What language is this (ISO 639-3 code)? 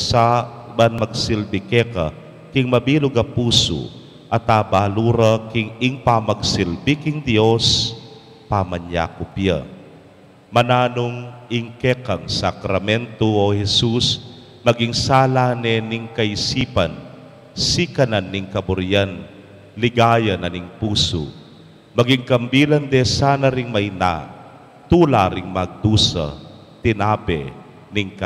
pam